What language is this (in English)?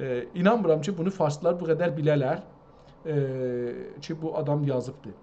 South Azerbaijani